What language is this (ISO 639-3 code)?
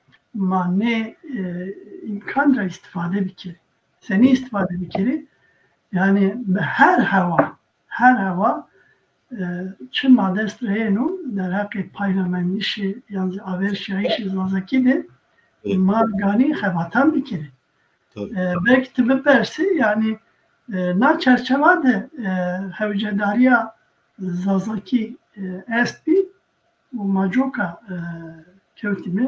zza